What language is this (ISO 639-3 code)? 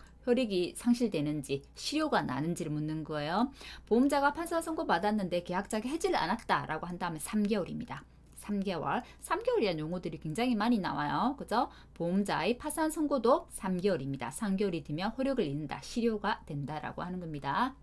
kor